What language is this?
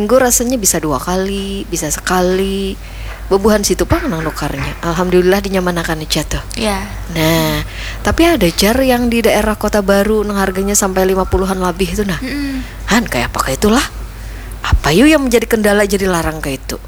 Banjar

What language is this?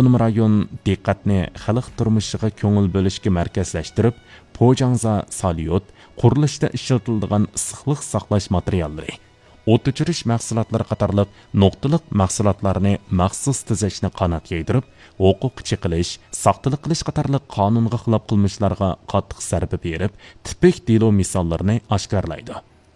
Uyghur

